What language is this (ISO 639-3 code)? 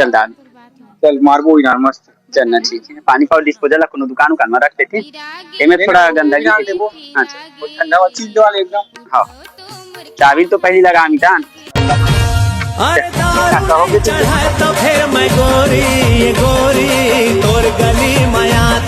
hne